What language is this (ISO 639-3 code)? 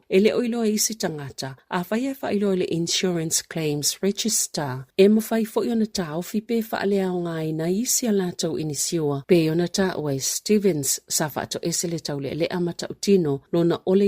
smo